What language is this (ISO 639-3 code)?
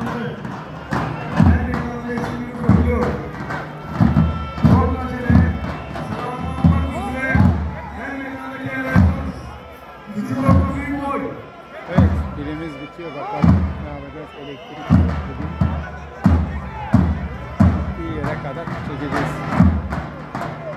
tur